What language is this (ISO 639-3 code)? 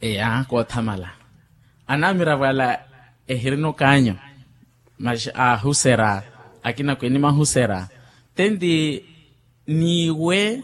vmw